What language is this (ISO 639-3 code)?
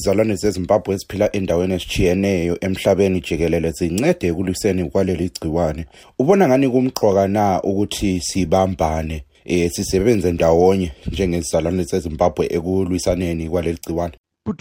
nde